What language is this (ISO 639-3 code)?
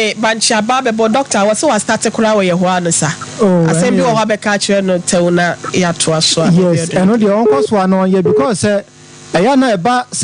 aka